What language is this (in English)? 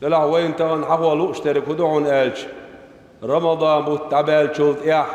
Chechen